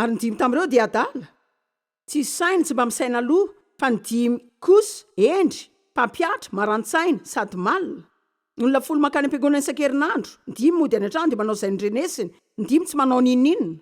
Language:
Malagasy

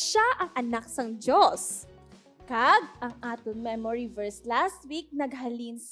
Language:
Hiligaynon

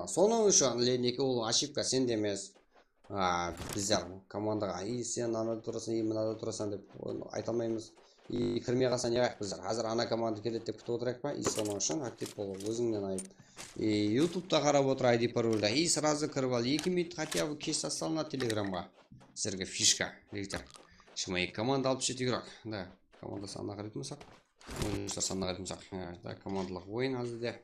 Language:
Kara-Kalpak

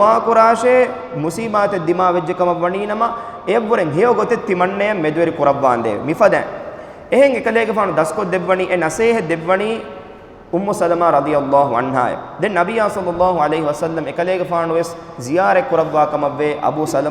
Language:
Divehi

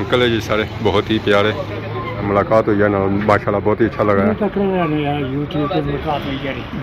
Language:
Pahari-Potwari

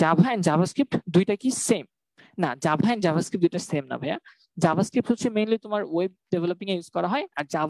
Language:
Bangla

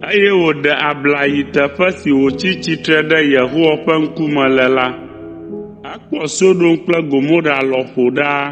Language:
Ewe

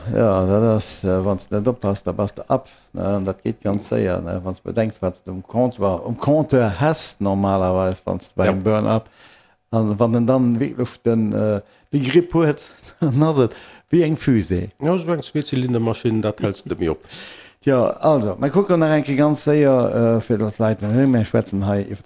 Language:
Luxembourgish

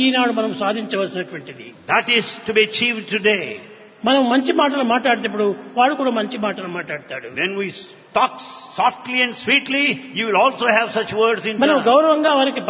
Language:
Telugu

